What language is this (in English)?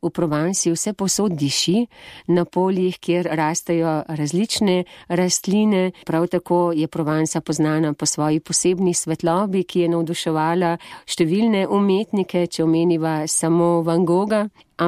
Slovenian